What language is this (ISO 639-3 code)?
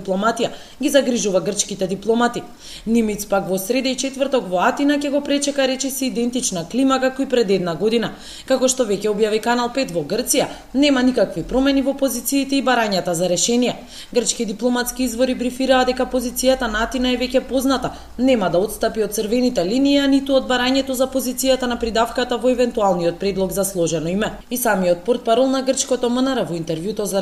mkd